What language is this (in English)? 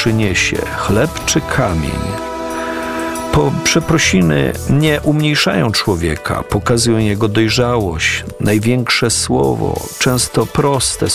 Polish